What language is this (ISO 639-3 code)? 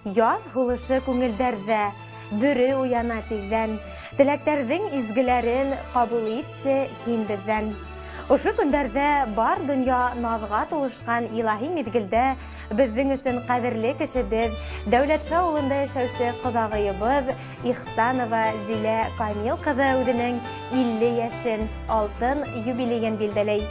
bak